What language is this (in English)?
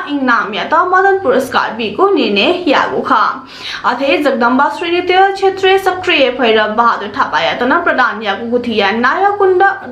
Newari